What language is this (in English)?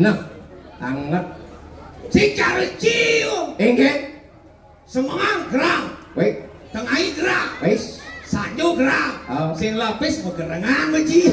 Balinese